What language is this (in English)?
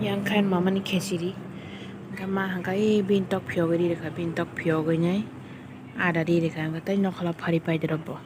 Kok Borok